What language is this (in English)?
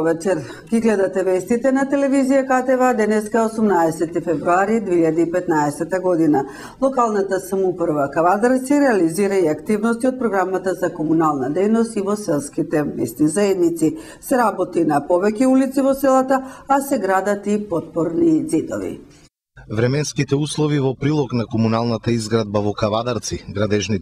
Macedonian